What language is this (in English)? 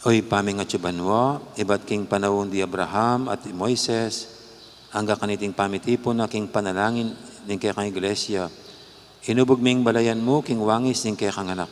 Pampanga